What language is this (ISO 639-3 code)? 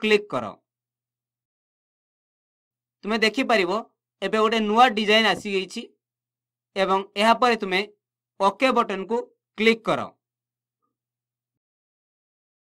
ori